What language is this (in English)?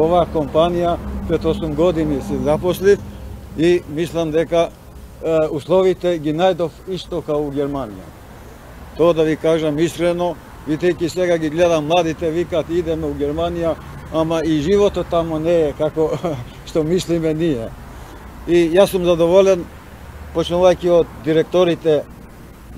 Macedonian